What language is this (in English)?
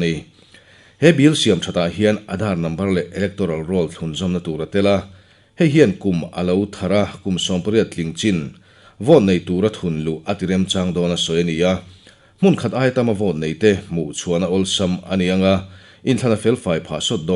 Mizo